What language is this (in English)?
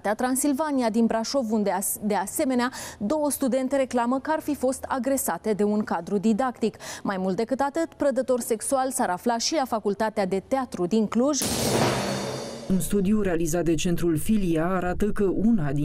Romanian